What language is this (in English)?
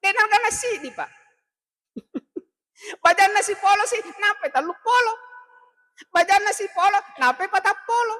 Buginese